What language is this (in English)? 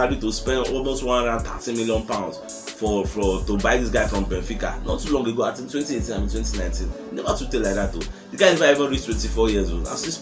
Nigerian Pidgin